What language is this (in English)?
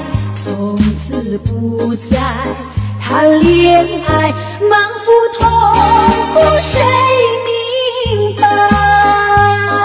Chinese